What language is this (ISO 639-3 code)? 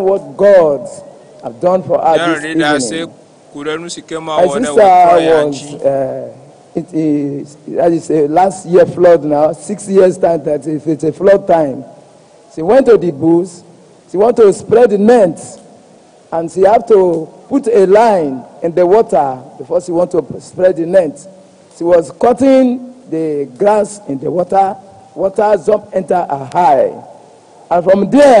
ewe